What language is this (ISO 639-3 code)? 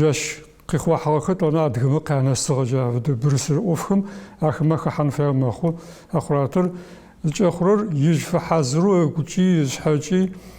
ady